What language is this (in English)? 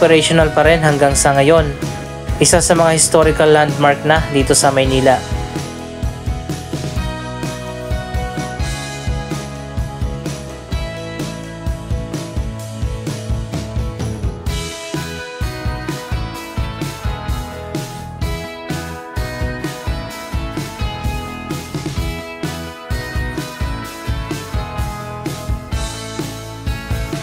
Filipino